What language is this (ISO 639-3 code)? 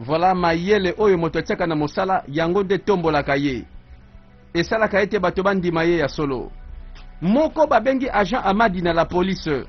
lin